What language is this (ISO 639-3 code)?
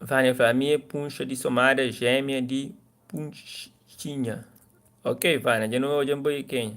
kea